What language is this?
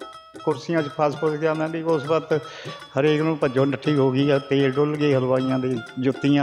Punjabi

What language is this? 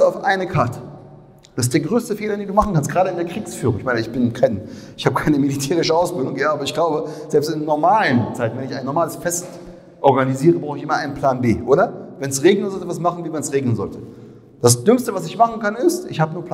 German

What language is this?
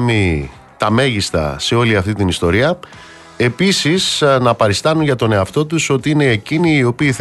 Greek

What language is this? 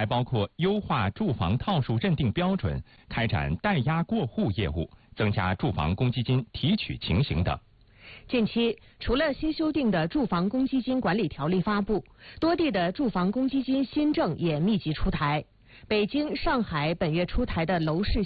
Chinese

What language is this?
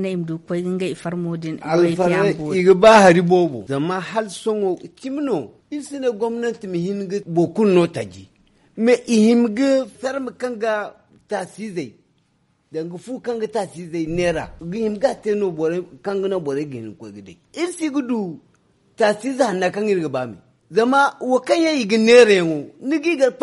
Zarma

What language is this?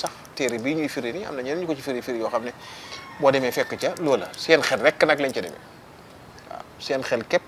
Wolof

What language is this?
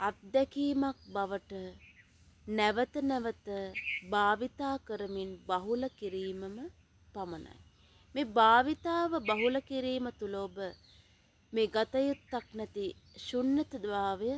Sinhala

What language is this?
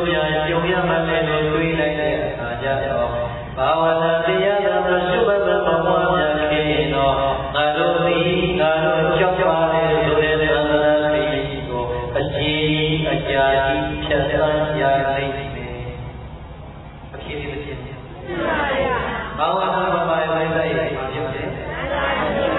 Burmese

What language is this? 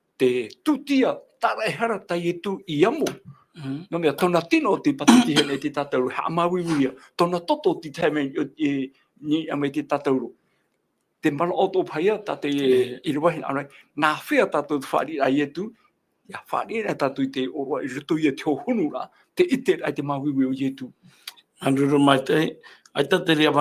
Tahitian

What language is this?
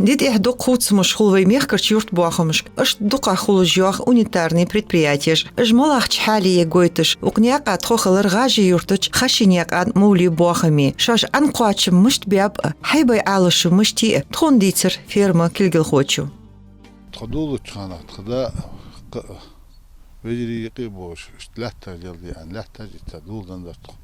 Ingush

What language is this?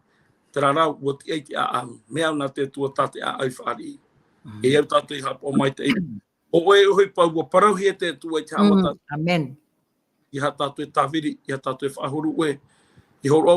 Tahitian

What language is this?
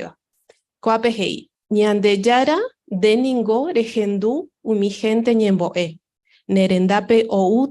Guarani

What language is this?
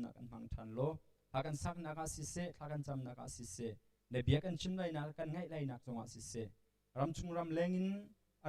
Hakha Chin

